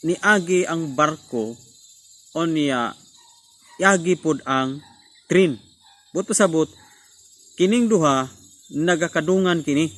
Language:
Cebuano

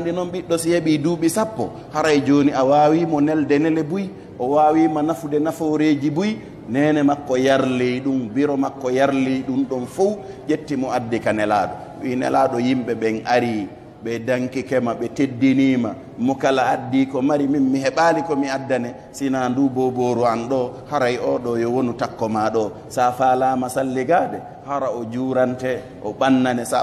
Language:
Fula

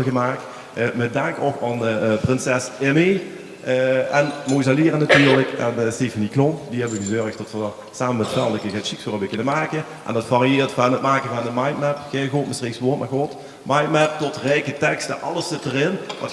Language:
Limburgish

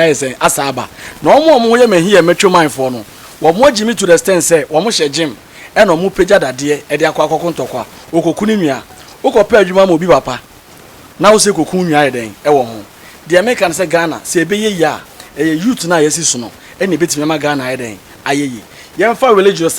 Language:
Akan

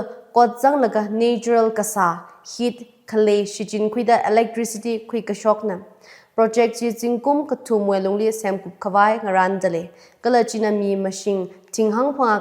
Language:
Tangkhul Naga (India)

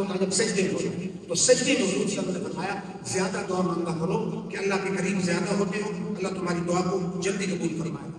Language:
Urdu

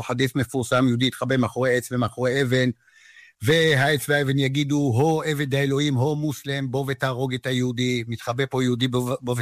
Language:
Hebrew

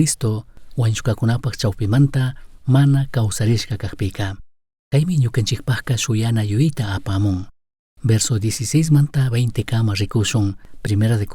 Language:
Chimborazo Highland Quichua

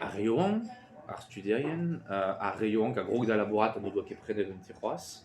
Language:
Breton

